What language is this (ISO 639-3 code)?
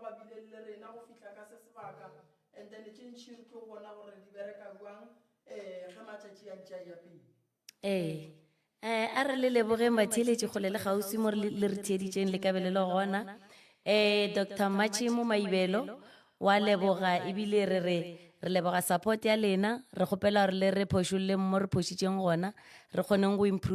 nso